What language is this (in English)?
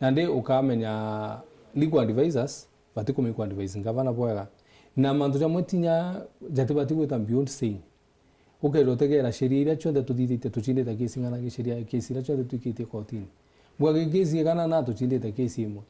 Meru